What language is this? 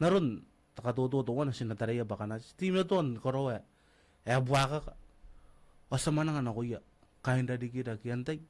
Gilbertese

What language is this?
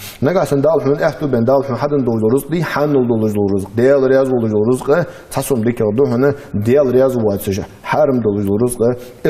Ingush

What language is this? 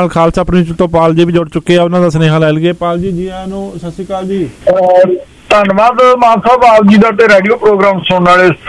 Punjabi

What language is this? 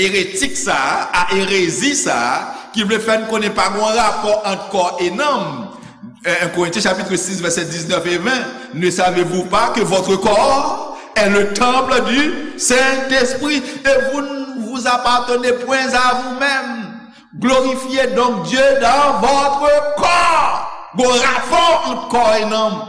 Haitian Creole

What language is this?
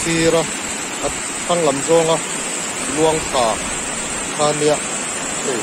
Mizo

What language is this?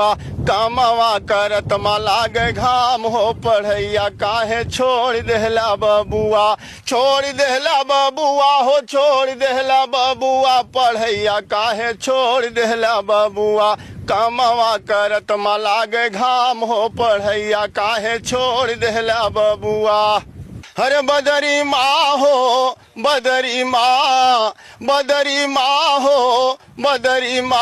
Bhojpuri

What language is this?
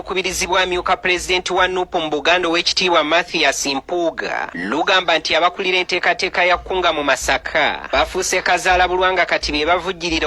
Ganda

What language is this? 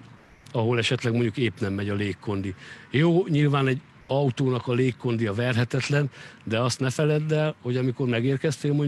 Hungarian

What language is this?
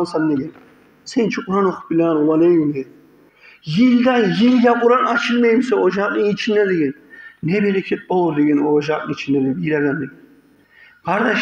Kumyk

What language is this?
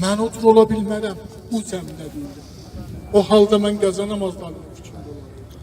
South Azerbaijani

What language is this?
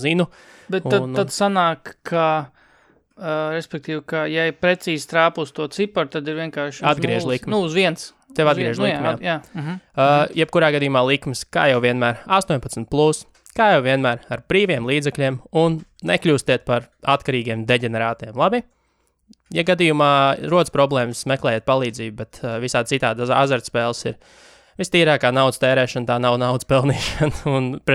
Latvian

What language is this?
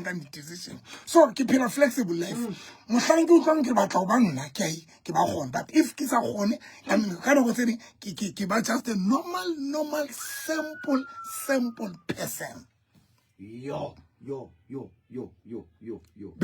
Southern Sotho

